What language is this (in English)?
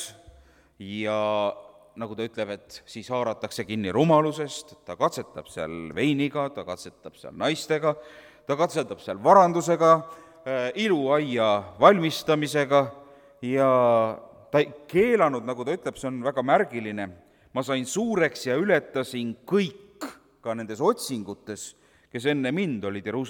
Estonian